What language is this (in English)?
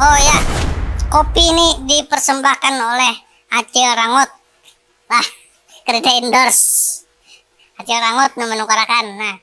Banjar